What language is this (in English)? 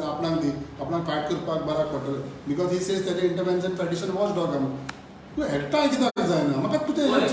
Konkani